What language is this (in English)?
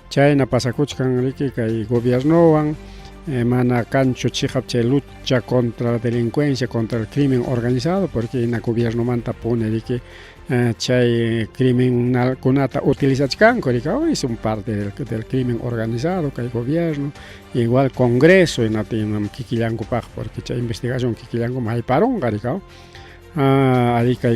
Ayacucho Quechua